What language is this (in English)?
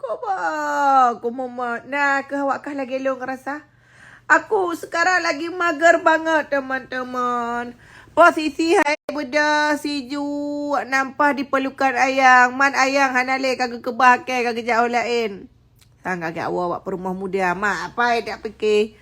Achinese